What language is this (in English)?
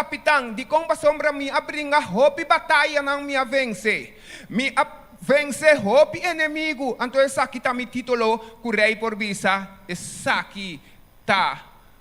Papiamento